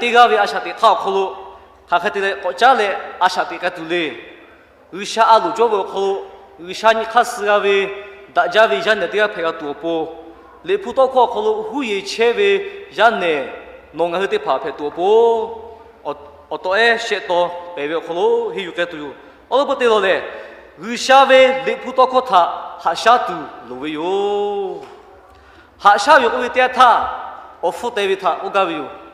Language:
Lahu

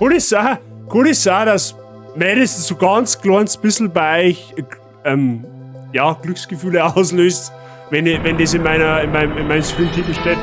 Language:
Bavarian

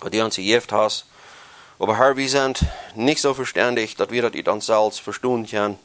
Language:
Plautdietsch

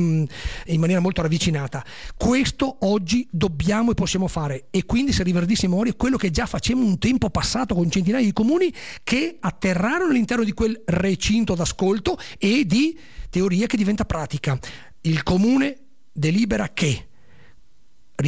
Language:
Italian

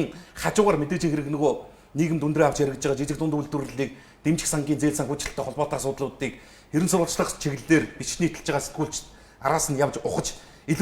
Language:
Mongolian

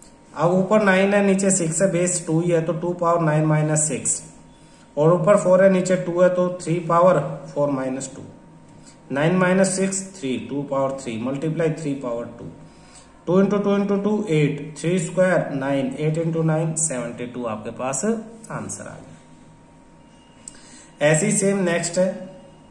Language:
Hindi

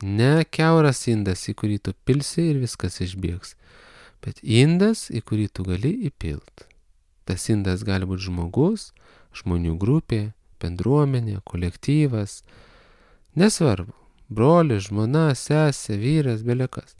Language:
Lithuanian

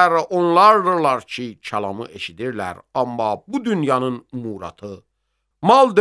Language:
Azerbaijani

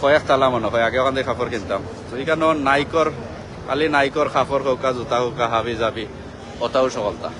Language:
Sylheti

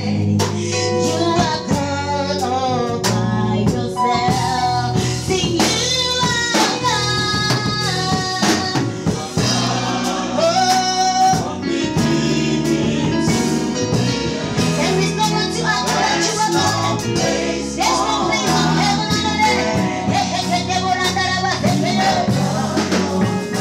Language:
English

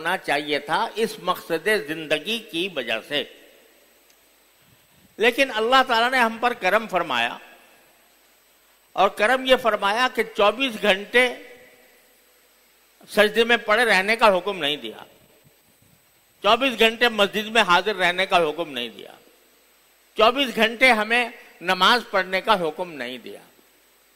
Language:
Urdu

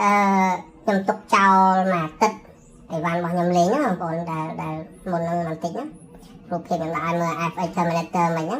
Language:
Khmer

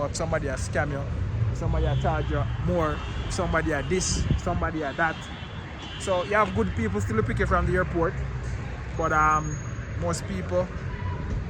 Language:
Jamaican Creole English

